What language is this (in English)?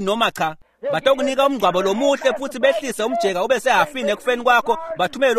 Swati